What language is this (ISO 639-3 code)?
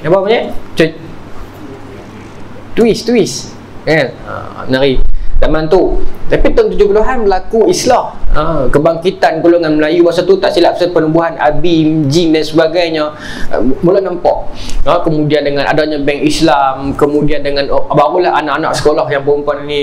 msa